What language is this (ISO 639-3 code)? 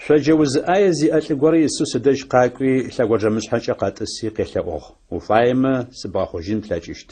ady